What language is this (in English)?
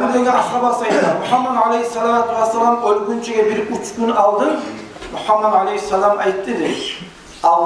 Kumyk